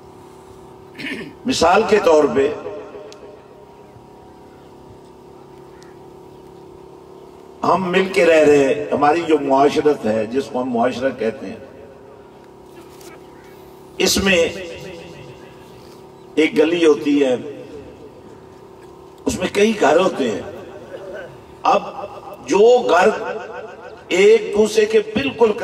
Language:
Urdu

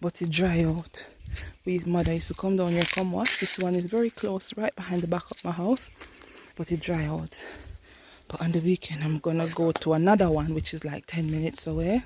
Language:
Jamaican Creole English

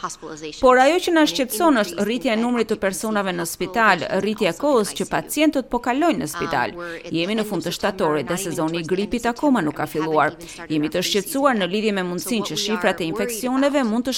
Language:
Albanian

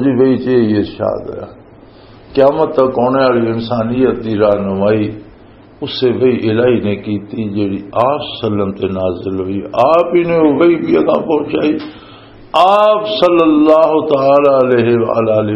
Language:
Western Panjabi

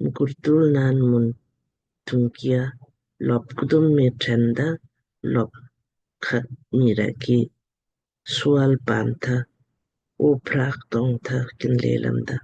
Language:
Lamkang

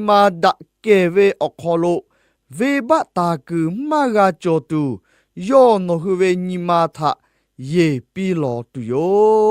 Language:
Lahu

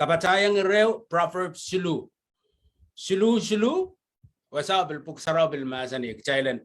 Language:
Pohnpeian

